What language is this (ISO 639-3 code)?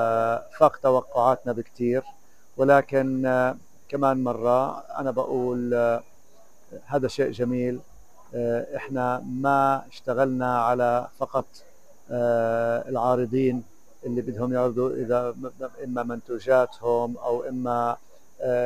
apc